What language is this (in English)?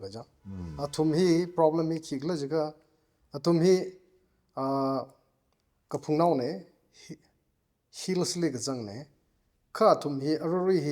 Tangkhul Naga (India)